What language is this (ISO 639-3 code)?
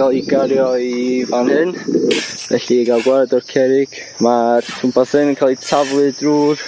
cym